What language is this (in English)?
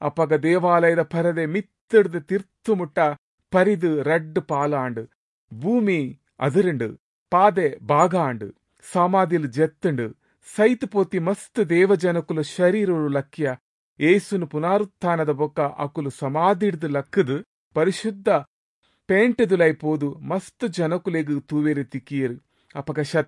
Tulu